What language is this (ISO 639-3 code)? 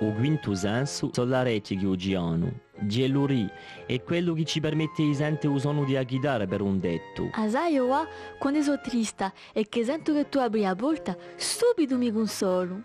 cos